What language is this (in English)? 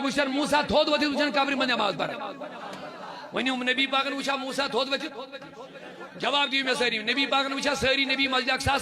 Kashmiri